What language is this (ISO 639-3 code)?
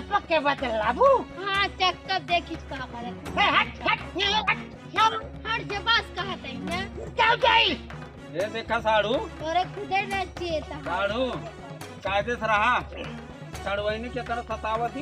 awa